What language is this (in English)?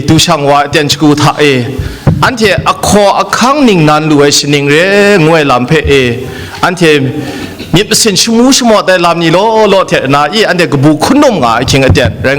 Kachin